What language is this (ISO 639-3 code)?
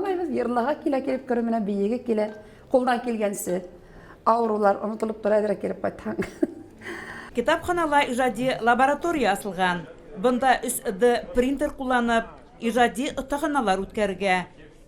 bak